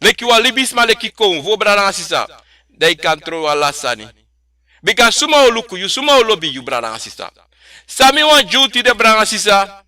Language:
Sranan Tongo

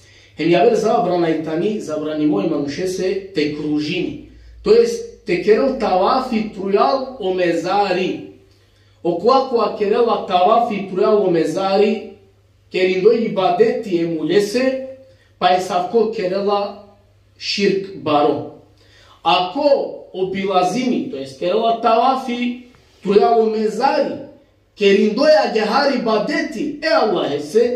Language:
Balkan Romani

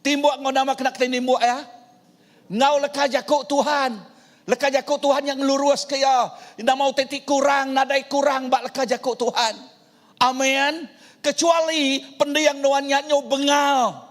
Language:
Iban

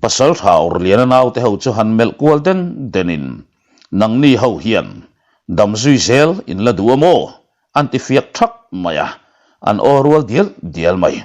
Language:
Mizo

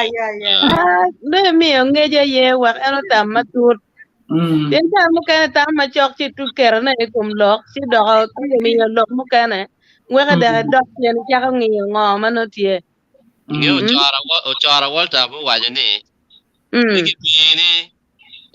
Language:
Acoli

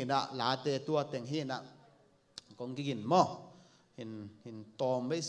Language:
Tedim Chin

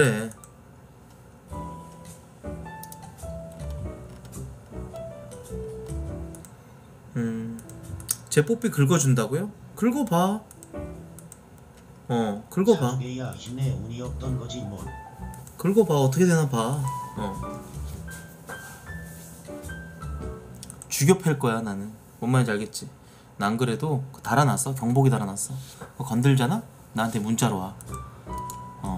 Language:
Korean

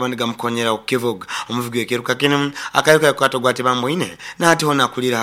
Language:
Nyoro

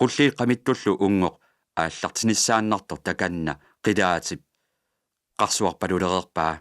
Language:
Kalaallisut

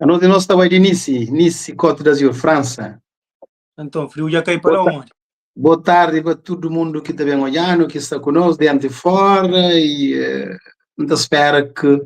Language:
Kabuverdianu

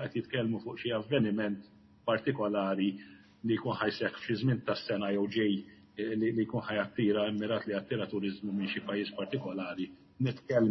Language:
Maltese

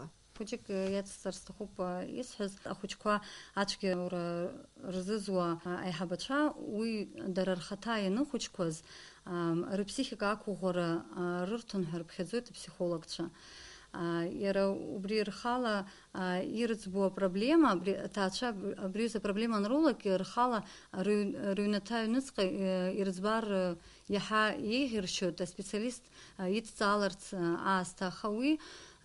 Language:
Abkhazian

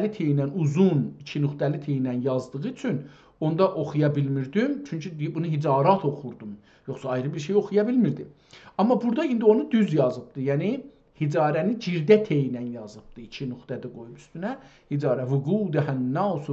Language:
South Azerbaijani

